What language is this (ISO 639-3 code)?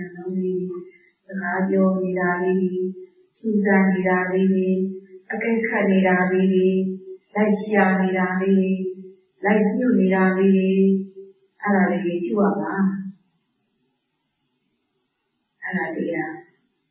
mya